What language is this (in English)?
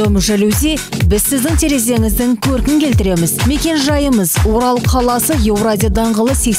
Kazakh